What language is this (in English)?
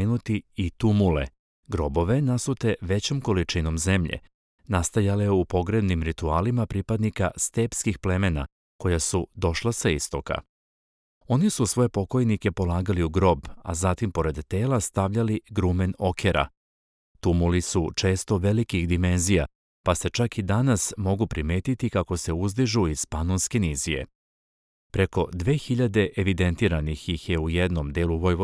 Serbian